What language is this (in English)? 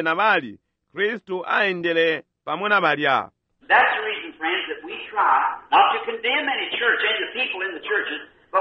Bemba